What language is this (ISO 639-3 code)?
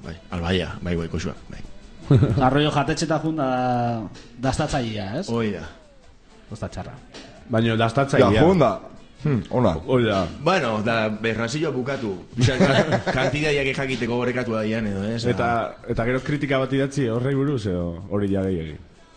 eus